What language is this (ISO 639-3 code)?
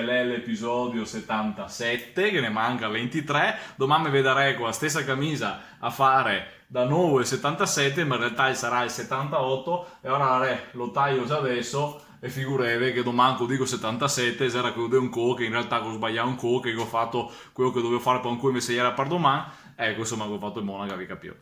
vec